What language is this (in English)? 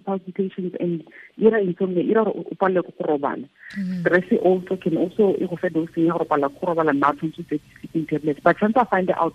Tswana